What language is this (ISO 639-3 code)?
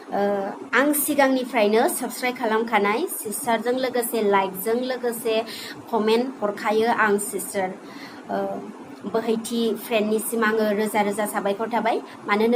brx